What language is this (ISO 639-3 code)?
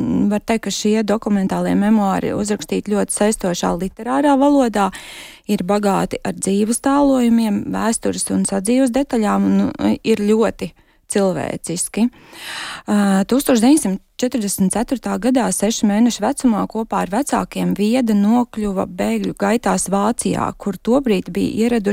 lav